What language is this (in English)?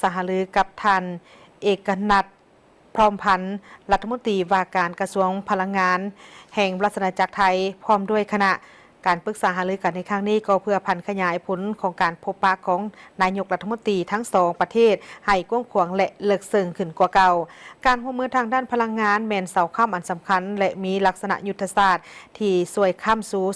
Lao